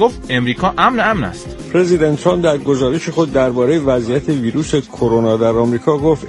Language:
Persian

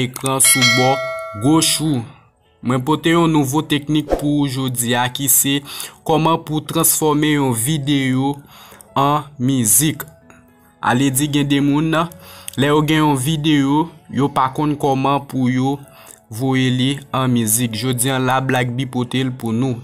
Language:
Haitian Creole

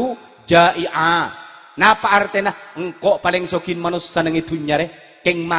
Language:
Madurese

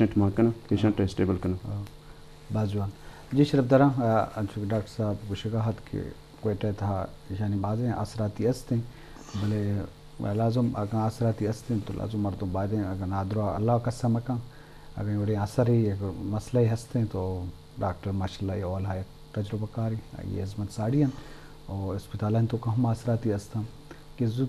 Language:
Eastern Balochi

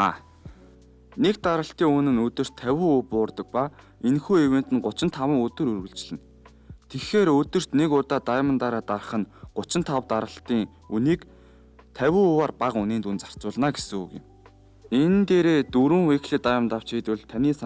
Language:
Mongolian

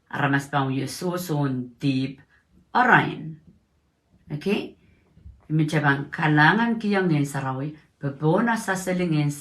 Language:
Pohnpeian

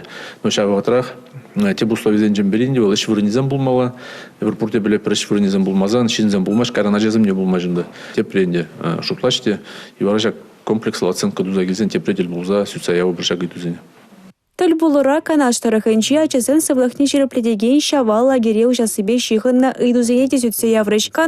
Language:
Chuvash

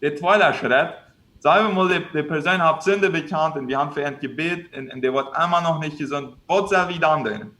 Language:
Plautdietsch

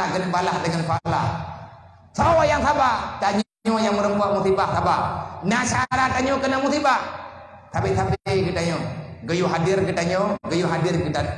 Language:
Achinese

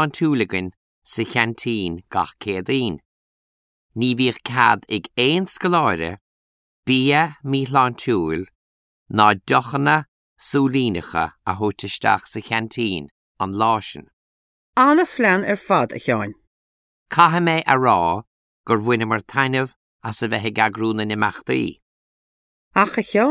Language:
Irish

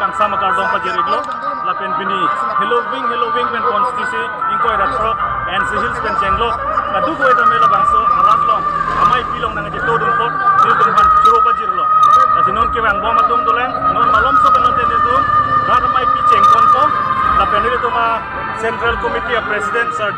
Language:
Karbi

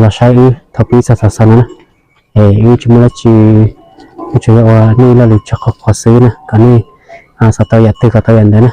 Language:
Hmong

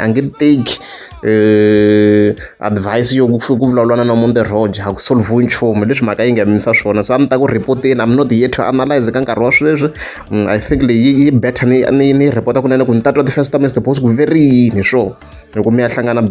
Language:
Tsonga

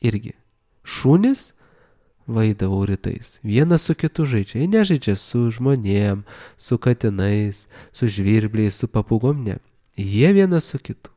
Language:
Lithuanian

